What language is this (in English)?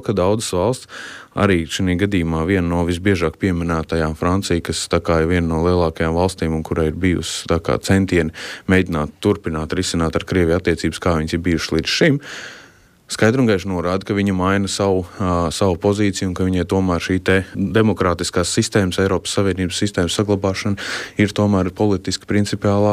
Latvian